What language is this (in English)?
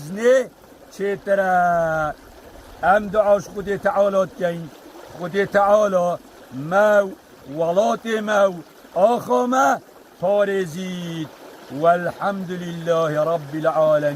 Kurdish